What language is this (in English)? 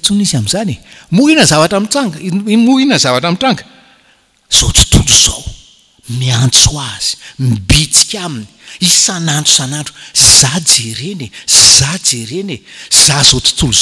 Malagasy